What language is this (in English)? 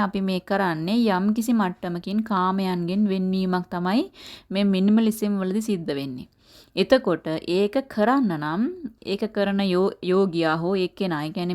Sinhala